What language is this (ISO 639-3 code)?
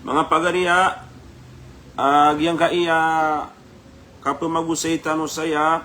mrw